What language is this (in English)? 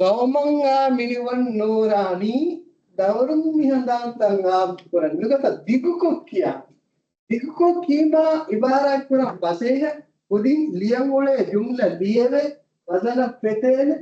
Divehi